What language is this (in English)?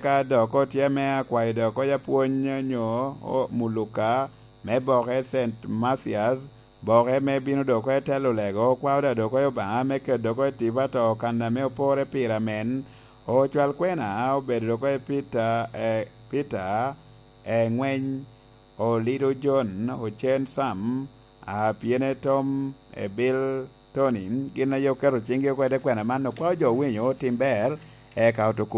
Lango (Uganda)